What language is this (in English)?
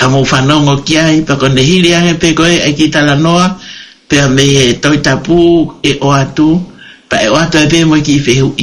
Tongan